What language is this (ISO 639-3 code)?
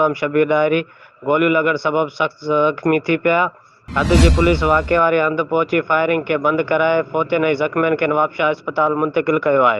snd